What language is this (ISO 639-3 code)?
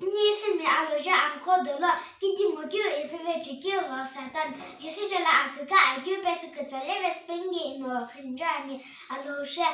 nsm